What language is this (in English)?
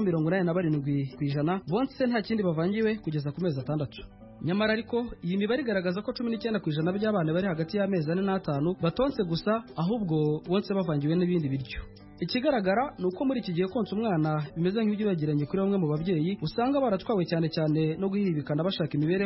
Kinyarwanda